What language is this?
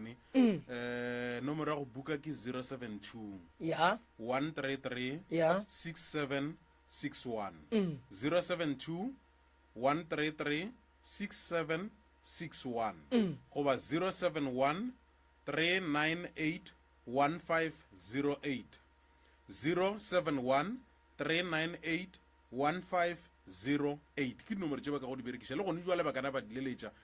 Northern Sotho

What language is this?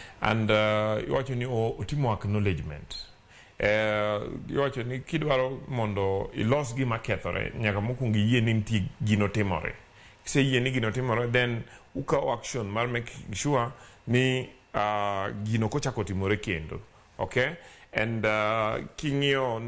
Luo (Kenya and Tanzania)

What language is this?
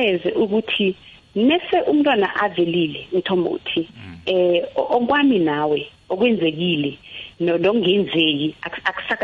South Ndebele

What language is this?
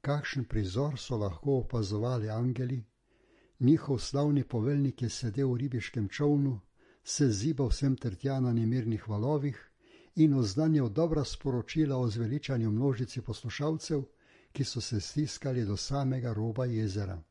Slovenian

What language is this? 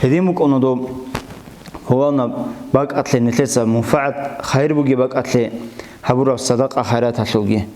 Avaric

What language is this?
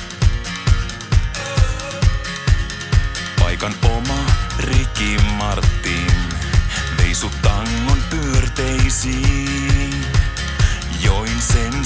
Finnish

